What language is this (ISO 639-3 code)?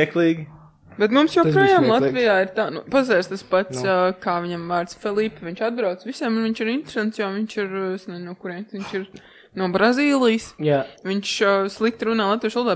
lav